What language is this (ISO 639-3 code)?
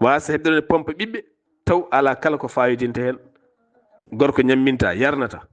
ful